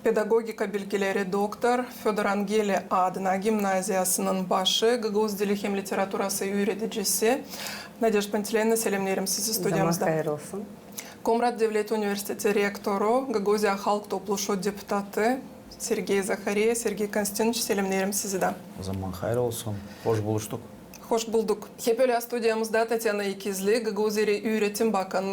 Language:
Gagauz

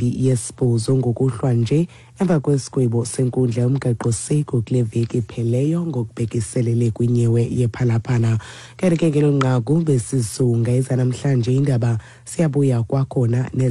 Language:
Xhosa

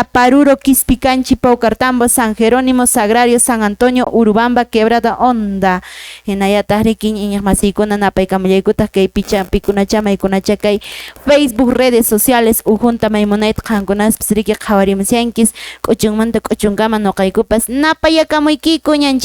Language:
Quechua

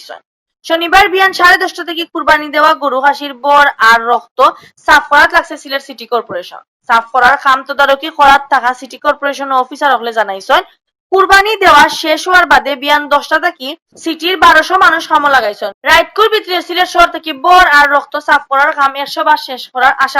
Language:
Sylheti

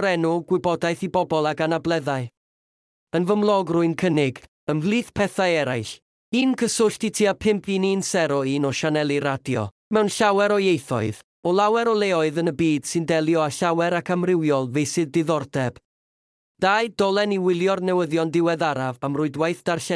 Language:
Welsh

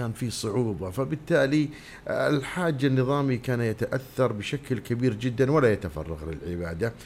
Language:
Najdi Arabic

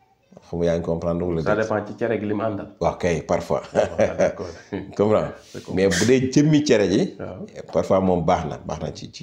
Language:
Wolof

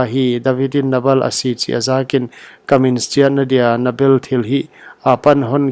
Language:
Paite Chin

